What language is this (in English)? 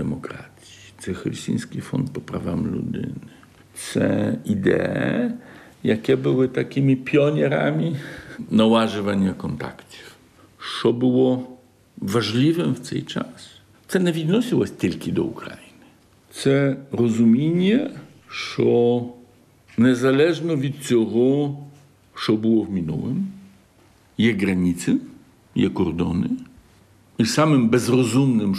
Ukrainian